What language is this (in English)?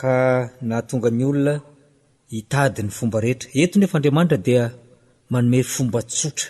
Malagasy